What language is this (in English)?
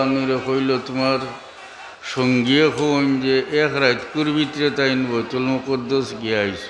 Sylheti